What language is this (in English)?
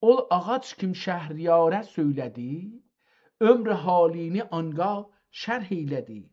South Azerbaijani